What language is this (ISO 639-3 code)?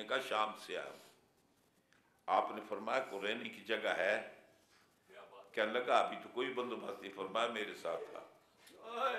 urd